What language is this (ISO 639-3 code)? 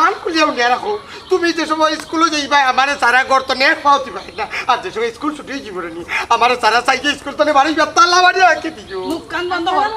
syl